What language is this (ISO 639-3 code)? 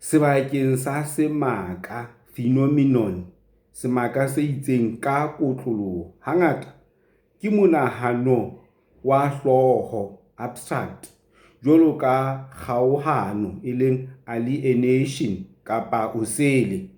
sot